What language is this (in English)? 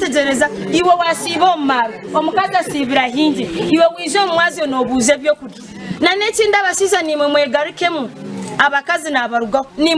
Nyankole